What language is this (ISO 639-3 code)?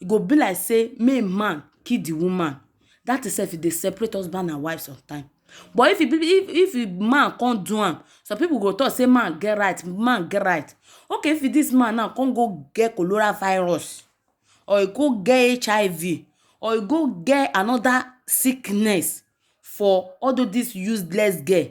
pcm